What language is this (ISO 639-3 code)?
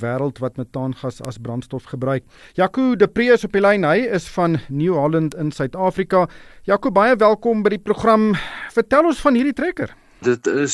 afr